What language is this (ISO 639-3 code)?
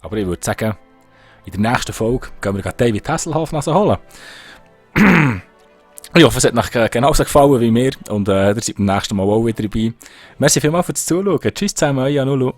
gsw